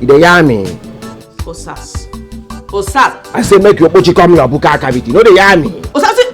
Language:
Nigerian Pidgin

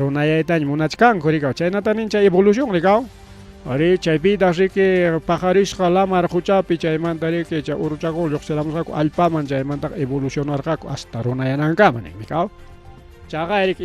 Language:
Ayacucho Quechua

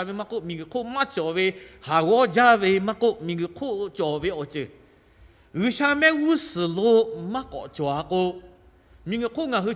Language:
Lahu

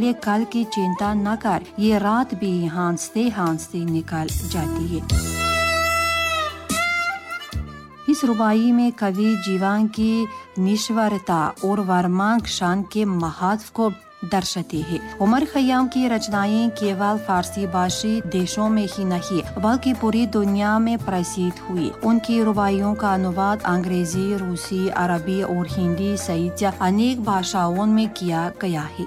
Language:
Hindi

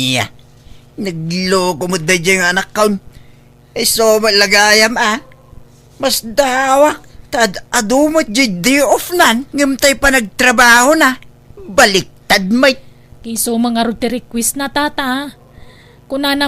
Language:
Iloko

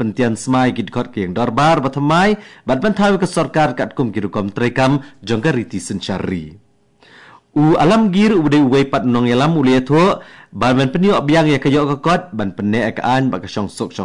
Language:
Khasi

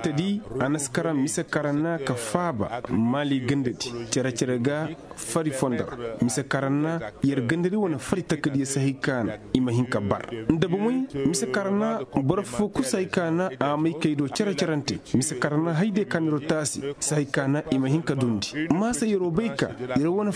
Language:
Koyraboro Senni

